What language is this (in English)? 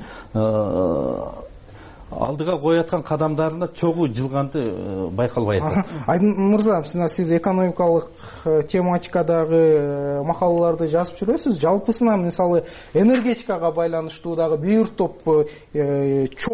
Kyrgyz